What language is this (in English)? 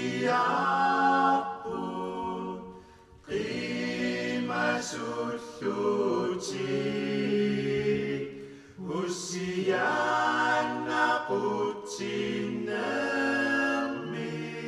Kalaallisut